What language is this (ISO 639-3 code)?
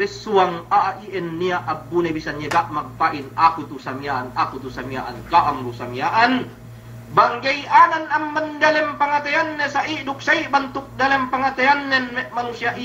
yka